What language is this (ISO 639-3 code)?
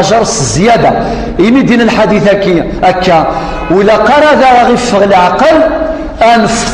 kab